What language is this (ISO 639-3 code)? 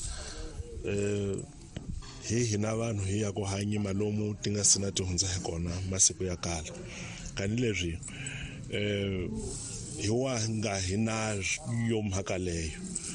tso